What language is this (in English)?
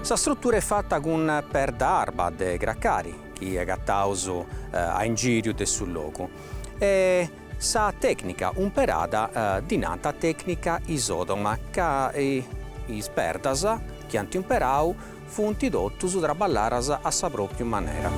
Sardinian